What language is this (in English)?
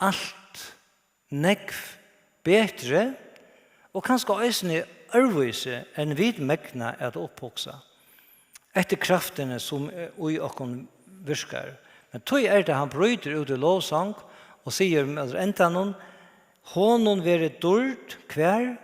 Faroese